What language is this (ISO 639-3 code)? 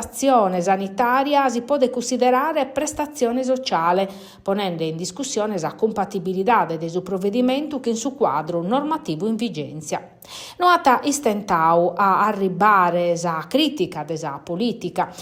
srd